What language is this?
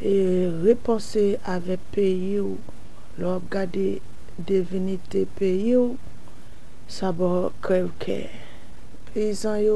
Haitian Creole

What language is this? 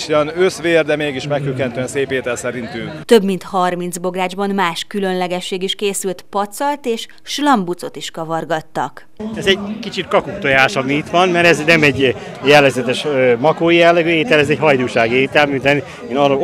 Hungarian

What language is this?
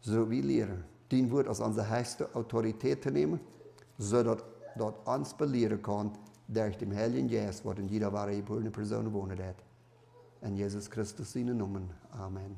Plautdietsch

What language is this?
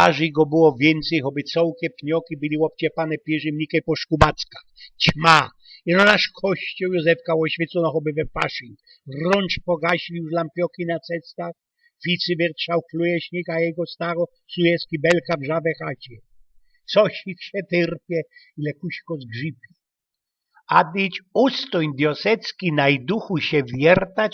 Silesian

